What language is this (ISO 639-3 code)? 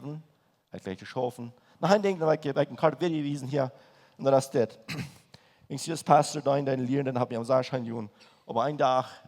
pdt